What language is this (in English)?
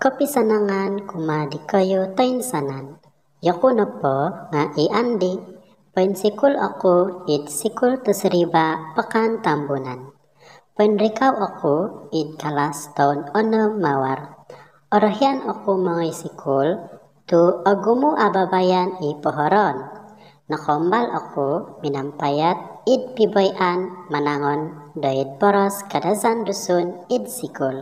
Central Dusun